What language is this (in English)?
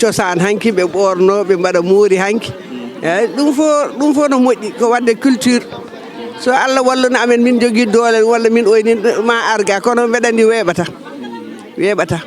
Fula